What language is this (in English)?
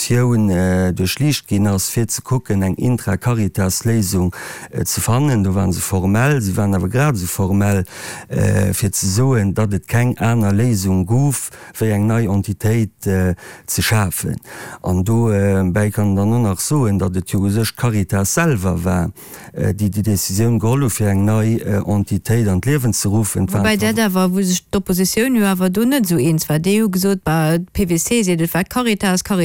Luxembourgish